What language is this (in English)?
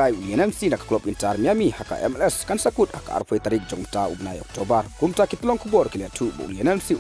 Khasi